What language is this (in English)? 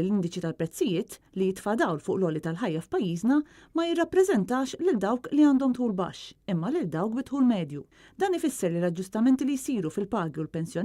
Maltese